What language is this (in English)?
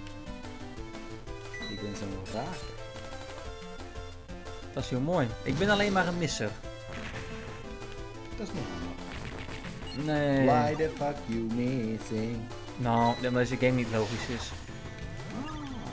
Dutch